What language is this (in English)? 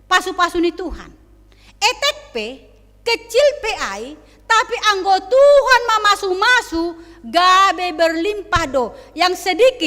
Batak Simalungun